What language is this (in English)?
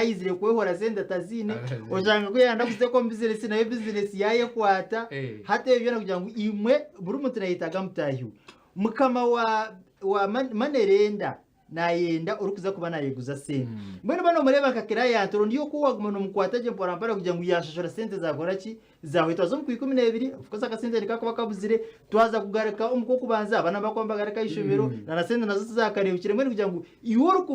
Nyankole